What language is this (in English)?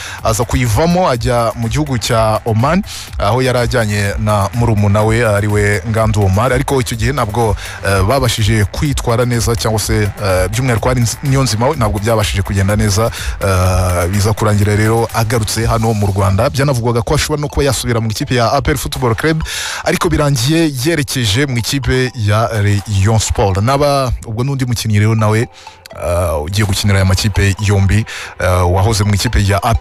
Kinyarwanda